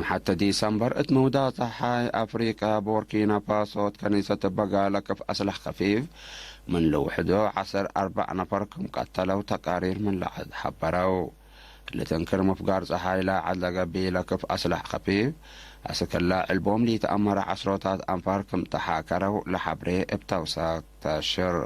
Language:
Tigre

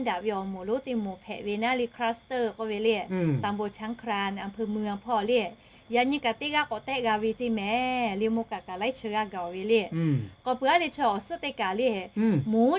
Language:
Lahu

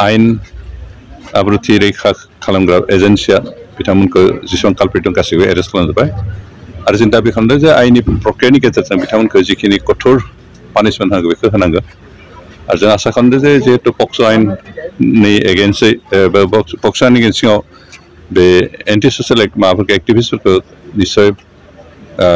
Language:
Bodo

